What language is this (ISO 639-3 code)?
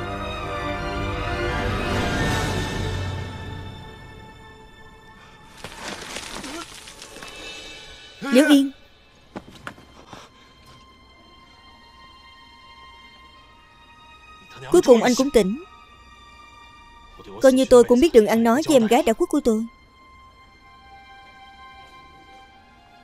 vie